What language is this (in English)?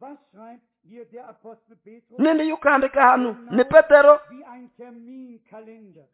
Nande